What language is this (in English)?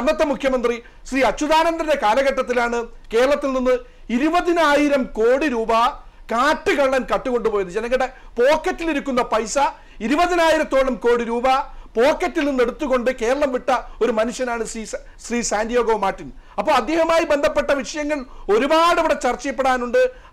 Malayalam